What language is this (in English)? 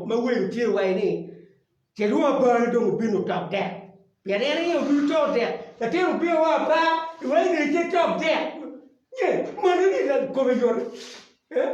Acoli